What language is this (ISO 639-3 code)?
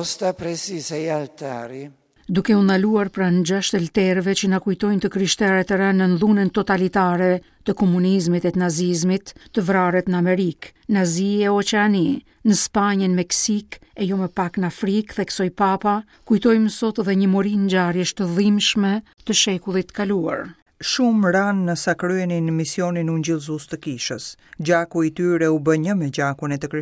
sqi